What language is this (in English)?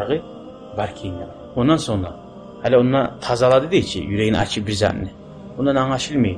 Kumyk